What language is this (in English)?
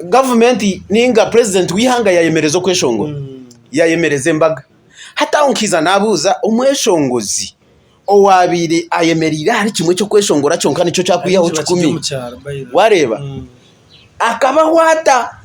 Nyankole